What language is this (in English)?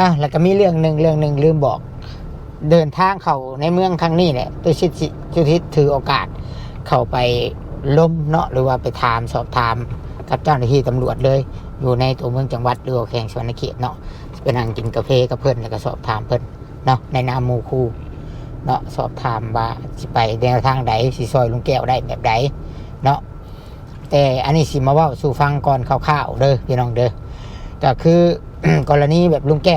Lao